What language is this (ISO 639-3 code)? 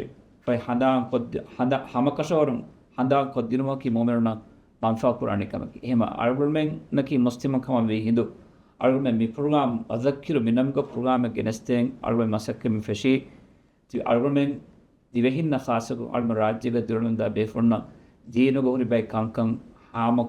div